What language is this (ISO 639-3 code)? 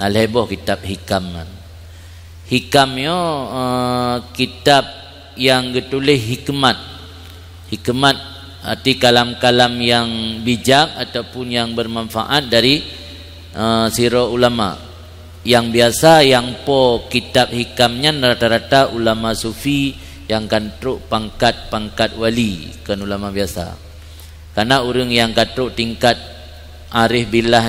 ace